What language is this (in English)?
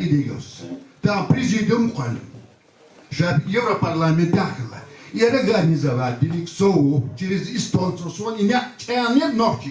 Chechen